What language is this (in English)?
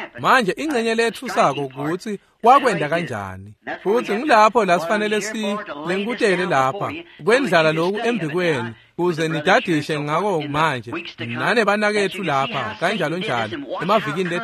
Swati